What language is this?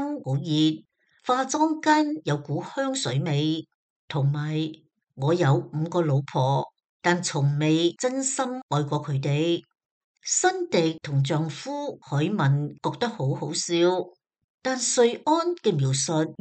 Cantonese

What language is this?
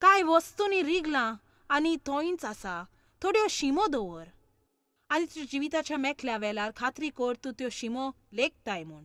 Konkani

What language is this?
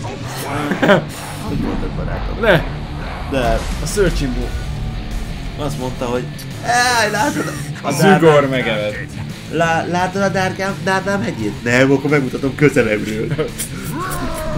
Hungarian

